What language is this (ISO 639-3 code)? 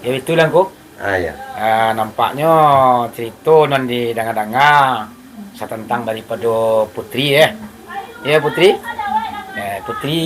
min